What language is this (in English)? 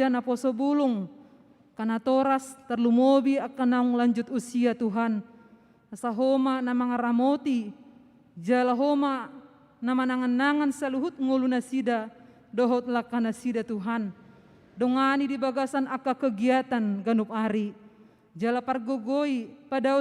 Batak Toba